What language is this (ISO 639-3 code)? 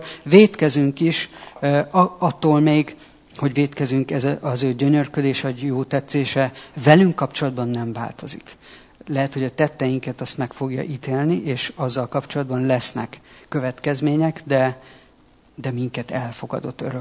hun